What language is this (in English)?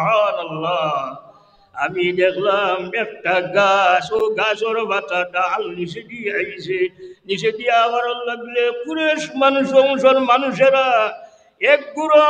Sylheti